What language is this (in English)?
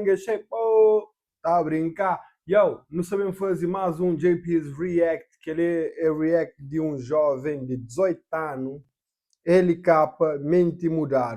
Kabuverdianu